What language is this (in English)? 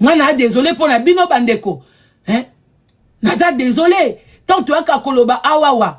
Lingala